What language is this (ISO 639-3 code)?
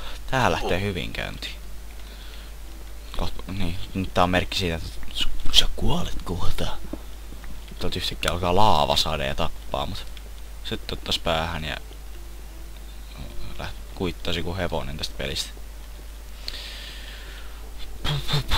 fin